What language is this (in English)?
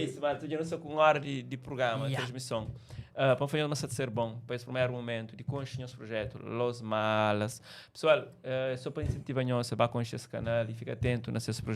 Kabuverdianu